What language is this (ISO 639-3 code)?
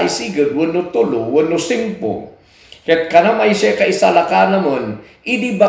kne